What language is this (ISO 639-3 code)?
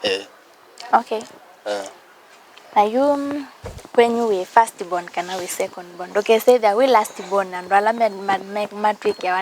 kam